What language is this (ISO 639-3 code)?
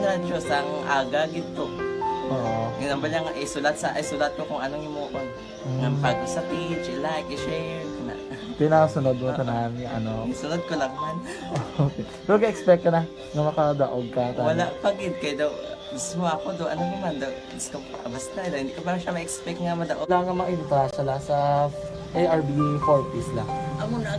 hil